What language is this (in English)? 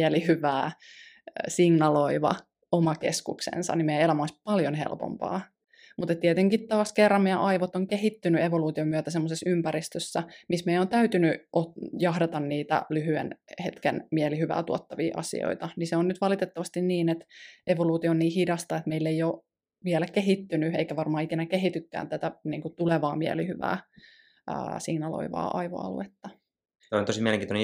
Finnish